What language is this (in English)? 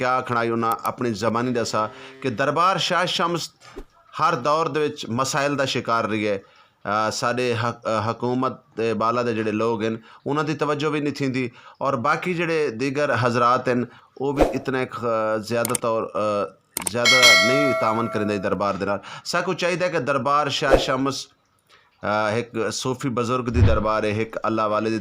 Saraiki